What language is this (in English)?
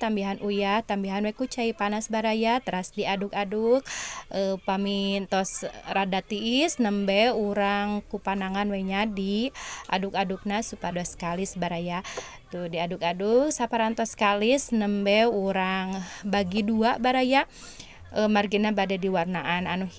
Sundanese